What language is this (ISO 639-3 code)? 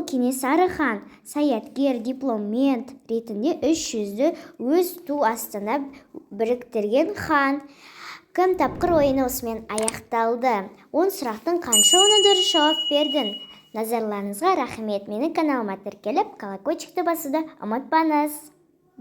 kaz